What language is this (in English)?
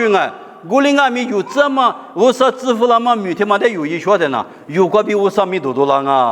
Lisu